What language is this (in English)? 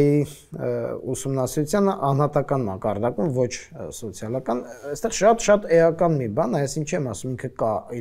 Armenian